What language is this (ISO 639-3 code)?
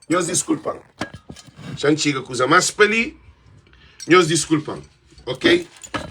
kea